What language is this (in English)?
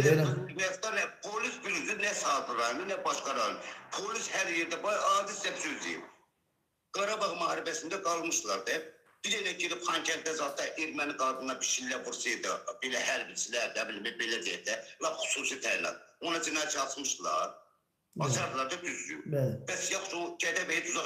Azerbaijani